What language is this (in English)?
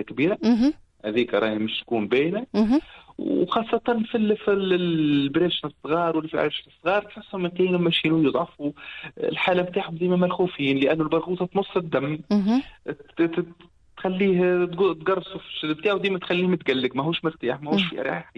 Tunisian Arabic